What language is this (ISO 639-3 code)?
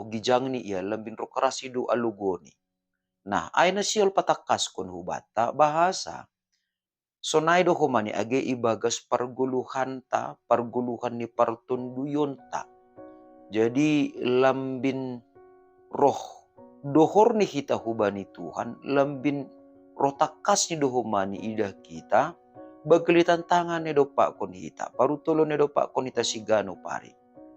bts